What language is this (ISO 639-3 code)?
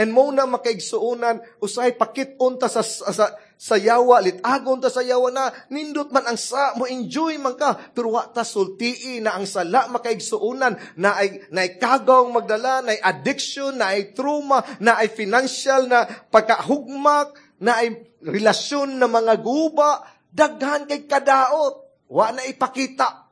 ceb